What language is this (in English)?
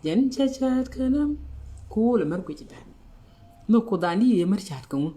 Nuer